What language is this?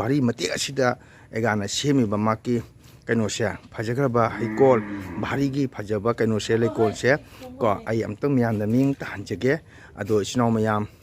Manipuri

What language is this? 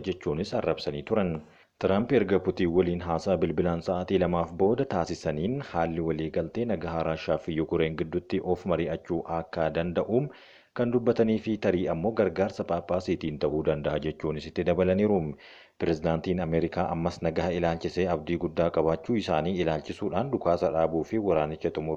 Oromo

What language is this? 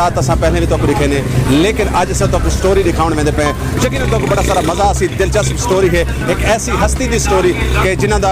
Saraiki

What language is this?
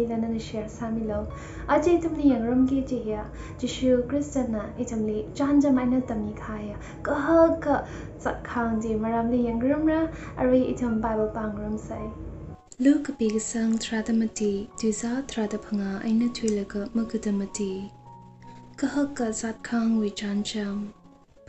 Tangkhul Naga (India)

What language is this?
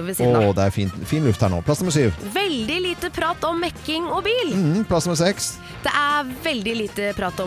Norwegian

